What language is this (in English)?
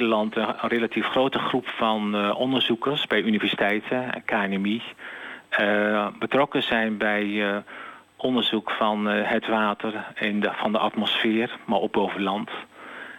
Dutch